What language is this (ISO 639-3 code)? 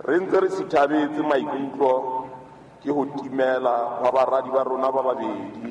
sot